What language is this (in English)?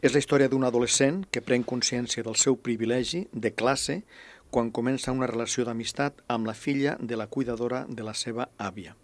Catalan